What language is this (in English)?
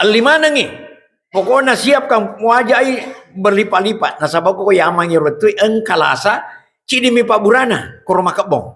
Buginese